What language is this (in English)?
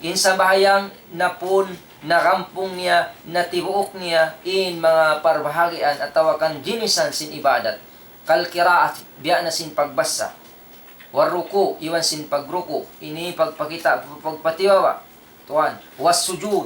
Tausug